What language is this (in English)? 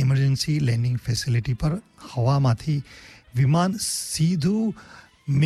Gujarati